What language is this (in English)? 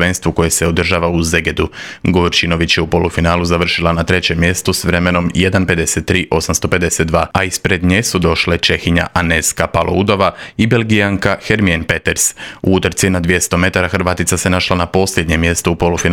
Croatian